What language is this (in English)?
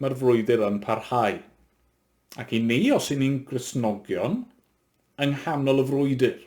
Welsh